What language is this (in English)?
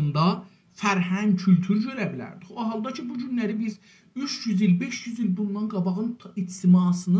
South Azerbaijani